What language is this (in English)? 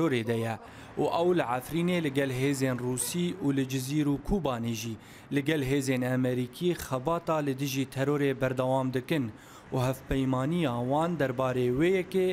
Kurdish